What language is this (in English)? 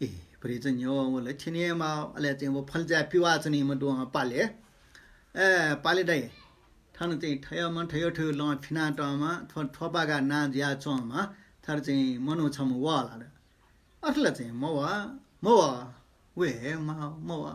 Newari